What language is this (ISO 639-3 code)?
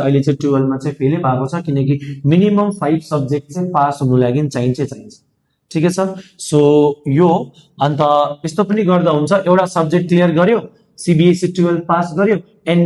nep